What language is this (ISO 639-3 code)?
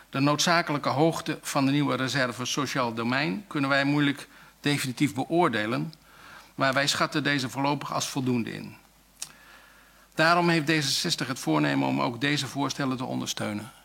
nld